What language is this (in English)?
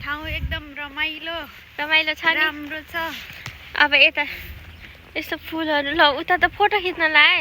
Nepali